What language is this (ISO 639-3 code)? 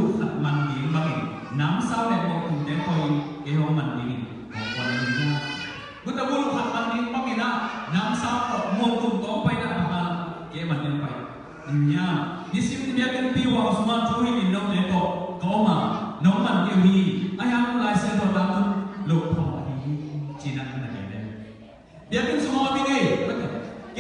ctd